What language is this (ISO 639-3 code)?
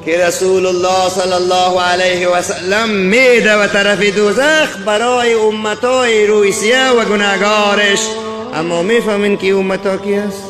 tgk